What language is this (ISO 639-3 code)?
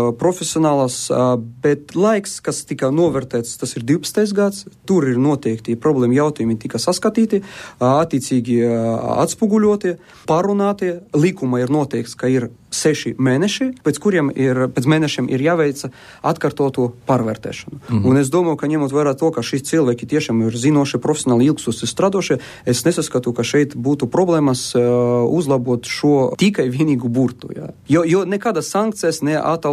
lav